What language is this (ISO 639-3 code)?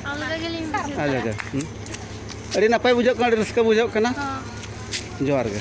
sat